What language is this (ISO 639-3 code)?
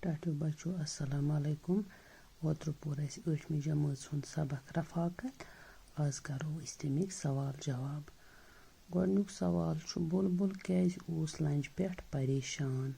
kas